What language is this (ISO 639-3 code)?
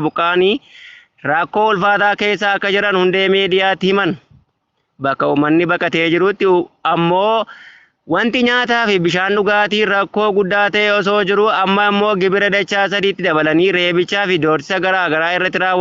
orm